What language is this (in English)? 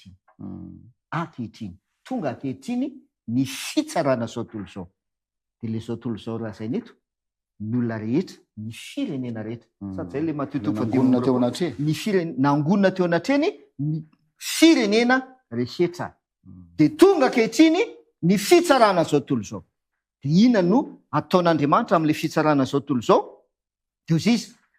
Malagasy